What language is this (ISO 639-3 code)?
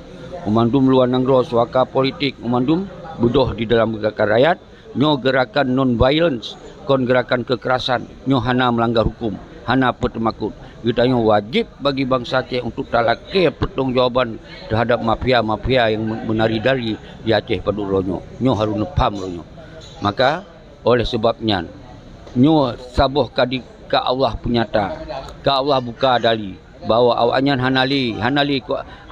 ace